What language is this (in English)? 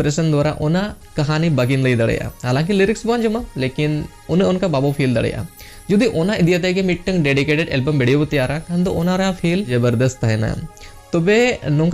Santali